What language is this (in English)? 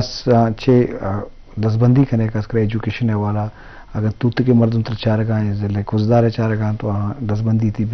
Eastern Balochi